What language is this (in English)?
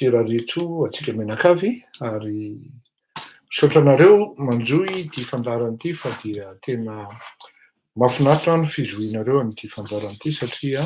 Malagasy